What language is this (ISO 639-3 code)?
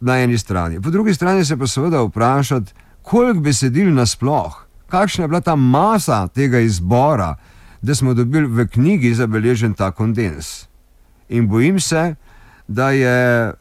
slv